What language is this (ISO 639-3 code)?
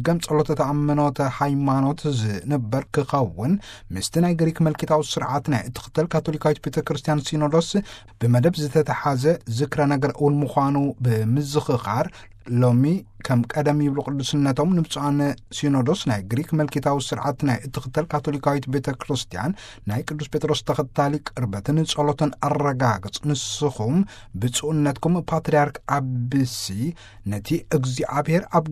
tir